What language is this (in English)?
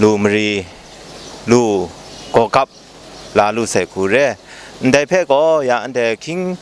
Kachin